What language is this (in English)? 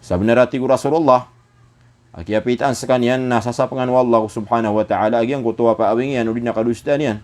Maranao